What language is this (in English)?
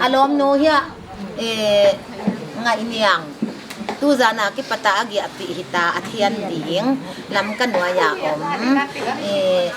Paite Chin